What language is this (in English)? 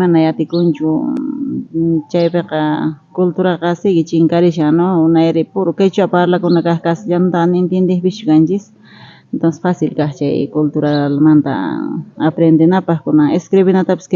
South Bolivian Quechua